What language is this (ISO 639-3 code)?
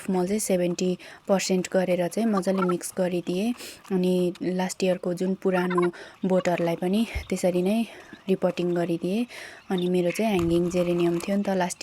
nep